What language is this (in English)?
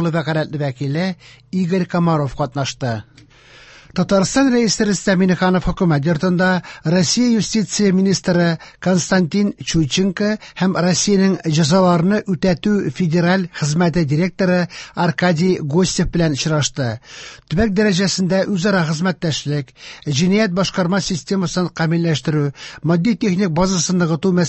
Tatar